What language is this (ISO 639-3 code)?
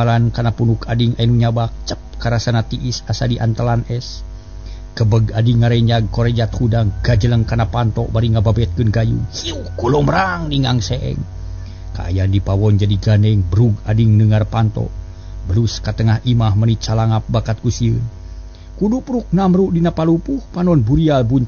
sun